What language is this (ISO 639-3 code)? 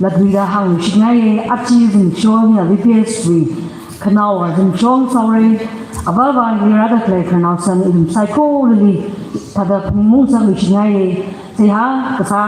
nmf